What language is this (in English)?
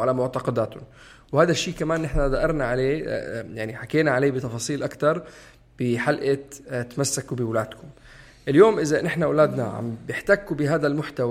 North Levantine Arabic